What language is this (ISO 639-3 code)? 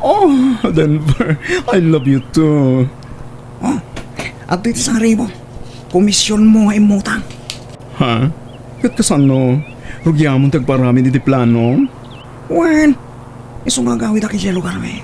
ilo